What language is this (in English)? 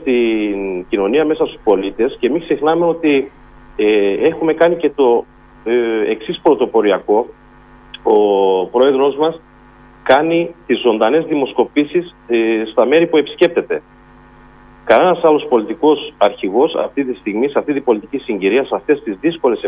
Greek